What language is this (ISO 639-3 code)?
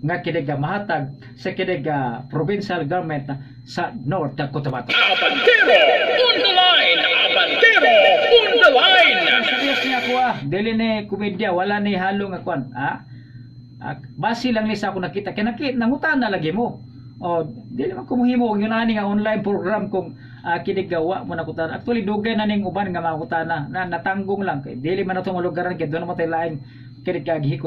ceb